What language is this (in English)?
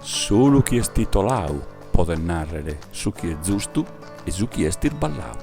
Sardinian